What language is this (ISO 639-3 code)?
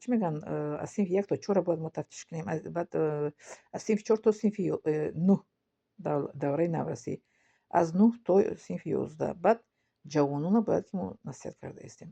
tgk